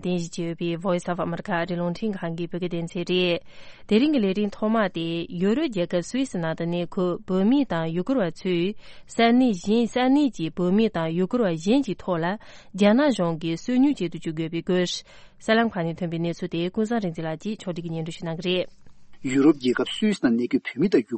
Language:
Tibetan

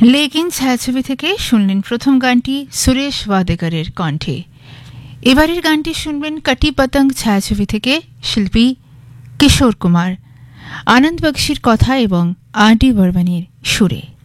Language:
Bangla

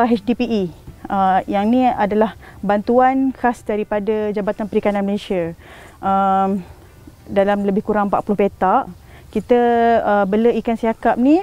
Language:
Malay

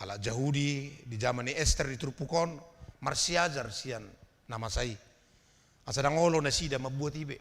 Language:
Batak Toba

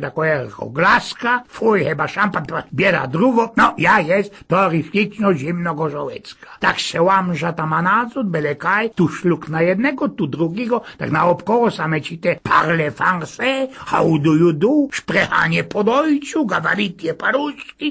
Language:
Silesian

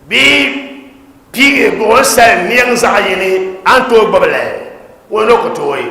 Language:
Dagbani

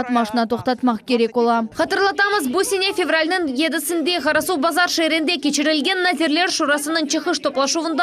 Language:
Crimean Tatar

